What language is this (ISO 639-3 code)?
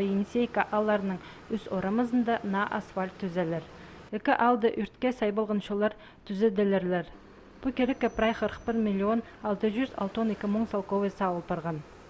kjh